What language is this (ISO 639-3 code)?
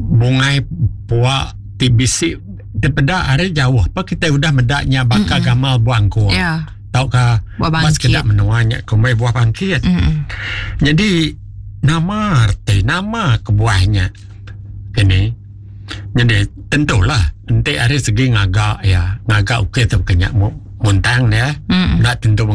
iba